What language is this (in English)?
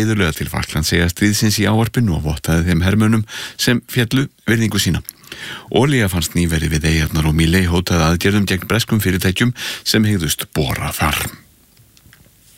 Icelandic